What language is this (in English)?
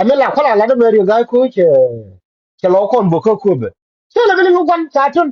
Nuer